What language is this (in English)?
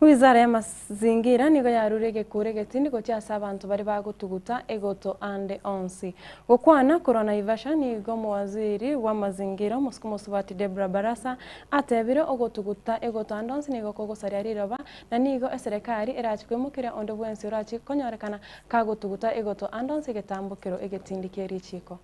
Gusii